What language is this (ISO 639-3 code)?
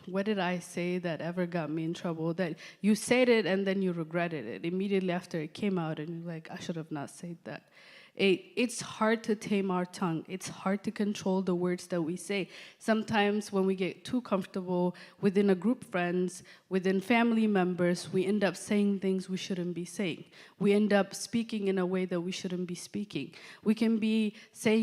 eng